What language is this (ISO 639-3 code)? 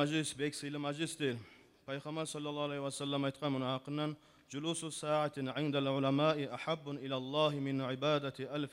kum